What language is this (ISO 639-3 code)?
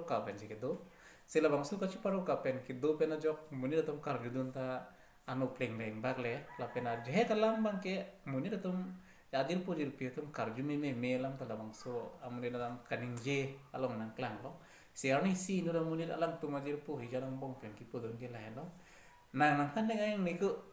mjw